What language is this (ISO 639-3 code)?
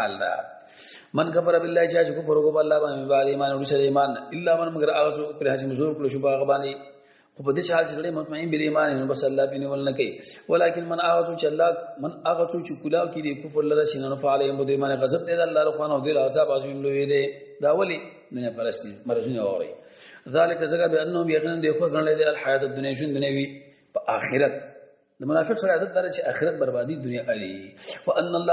pus